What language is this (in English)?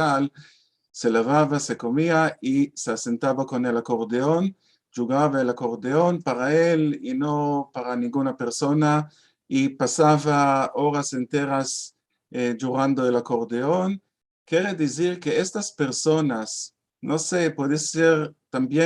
Ladino